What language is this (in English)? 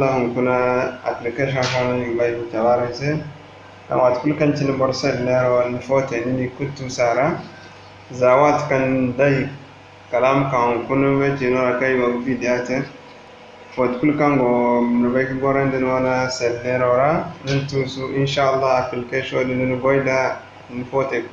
Zarma